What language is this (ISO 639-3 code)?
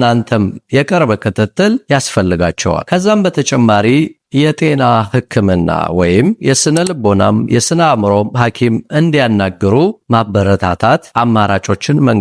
amh